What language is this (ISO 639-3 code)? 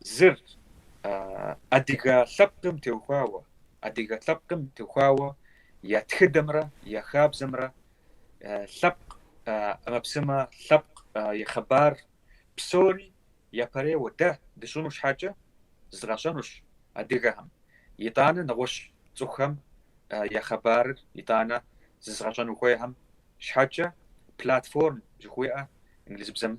kbd